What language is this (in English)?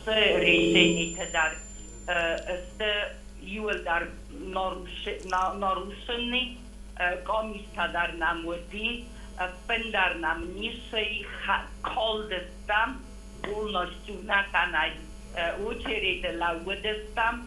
Ossetic